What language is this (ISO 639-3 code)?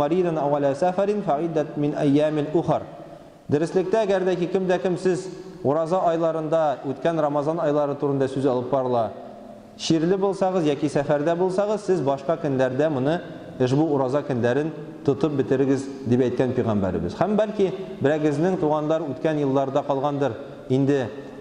tat